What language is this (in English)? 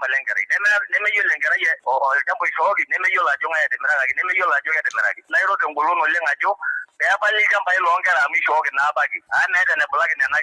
Masai